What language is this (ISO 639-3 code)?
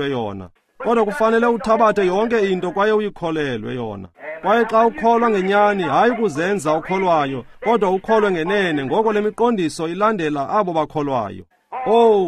xho